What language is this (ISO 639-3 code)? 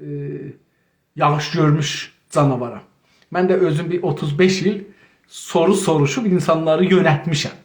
azb